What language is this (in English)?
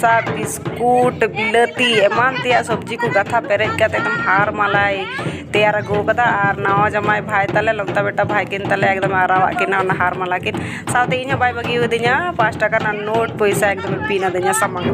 Santali